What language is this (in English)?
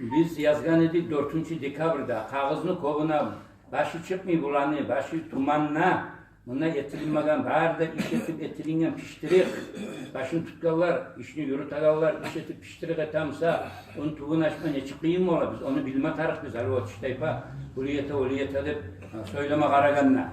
Kumyk